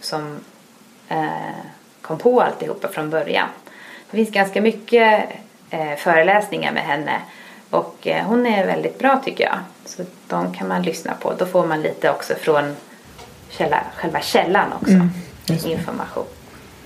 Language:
Swedish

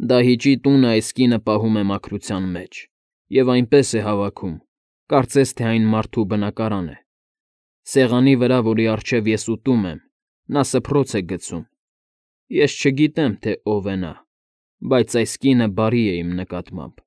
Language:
Armenian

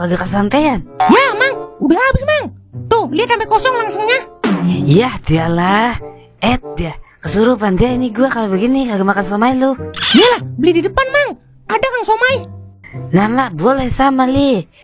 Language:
Betawi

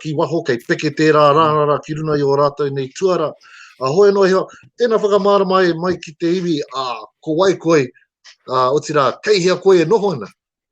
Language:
Māori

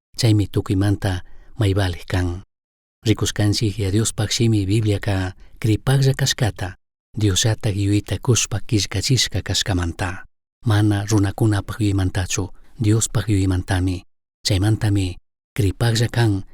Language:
Chimborazo Highland Quichua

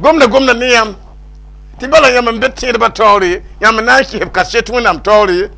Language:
Mossi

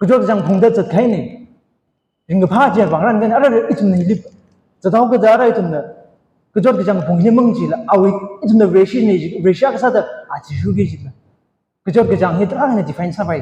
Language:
Tangkhul Naga (India)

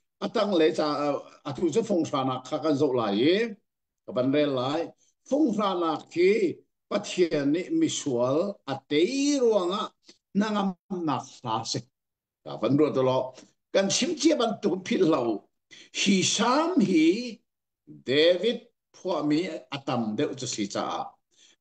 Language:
Hakha Chin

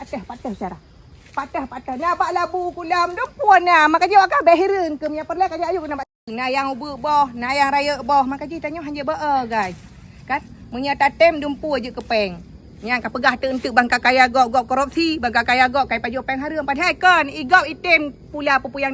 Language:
Achinese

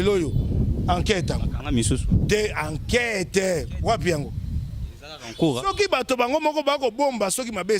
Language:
Lingala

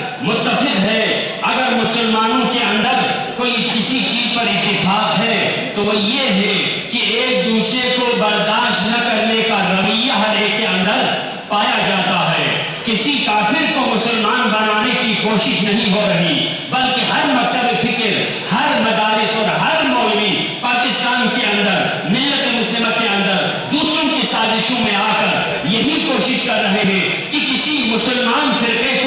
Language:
Urdu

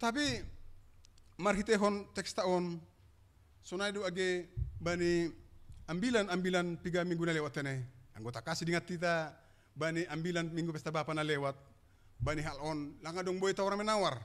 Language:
Batak Simalungun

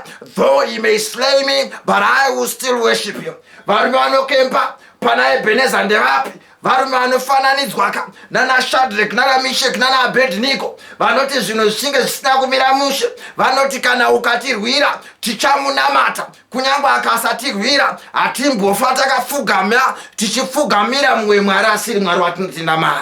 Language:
Shona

